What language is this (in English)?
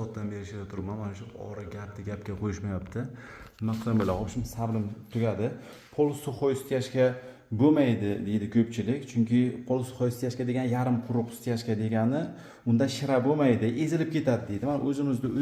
Uzbek